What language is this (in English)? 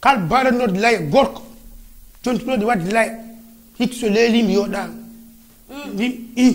Fula